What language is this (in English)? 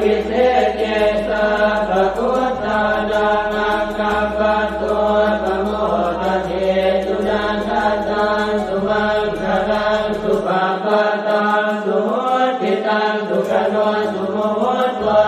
Pali